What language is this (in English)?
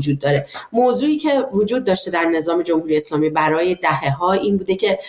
Persian